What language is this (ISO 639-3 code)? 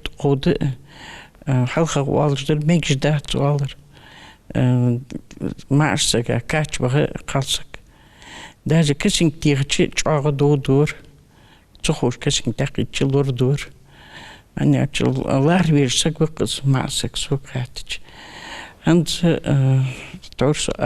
inh